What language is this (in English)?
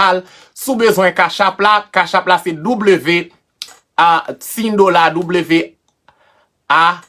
Haitian Creole